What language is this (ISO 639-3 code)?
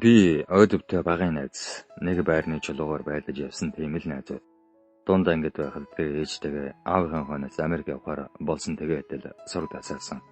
mon